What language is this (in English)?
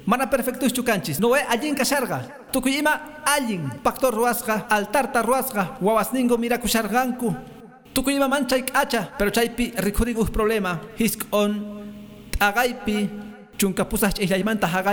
Quechua